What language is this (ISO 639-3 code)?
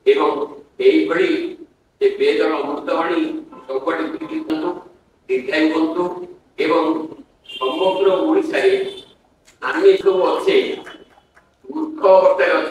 ori